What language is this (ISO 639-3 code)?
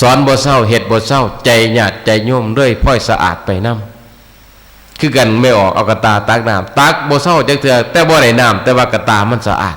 tts